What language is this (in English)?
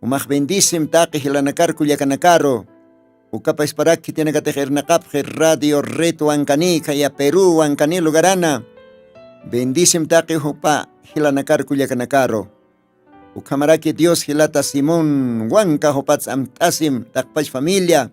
Aymara